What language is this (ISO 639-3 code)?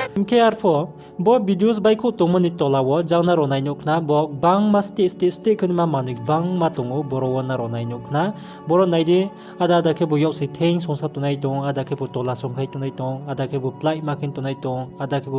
ria